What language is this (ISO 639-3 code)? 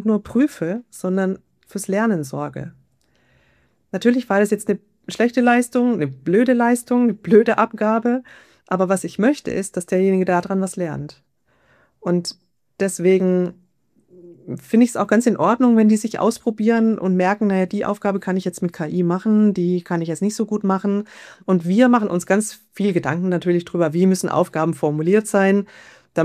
deu